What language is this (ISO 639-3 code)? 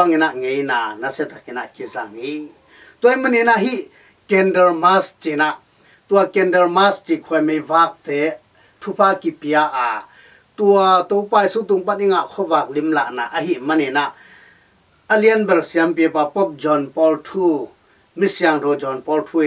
ctd